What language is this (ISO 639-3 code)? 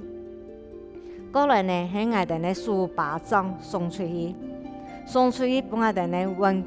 hak